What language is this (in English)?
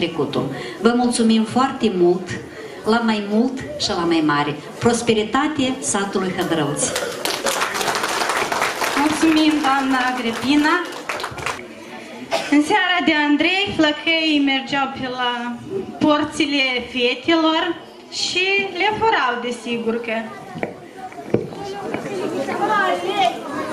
Romanian